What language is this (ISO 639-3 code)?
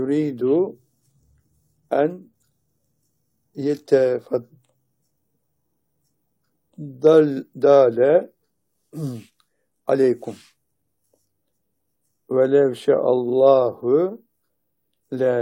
tur